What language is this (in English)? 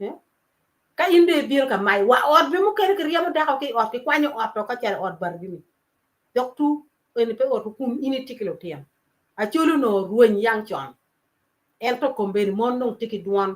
Acoli